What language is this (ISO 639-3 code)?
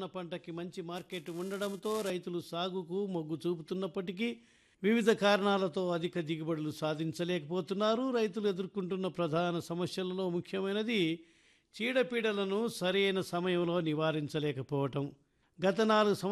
tel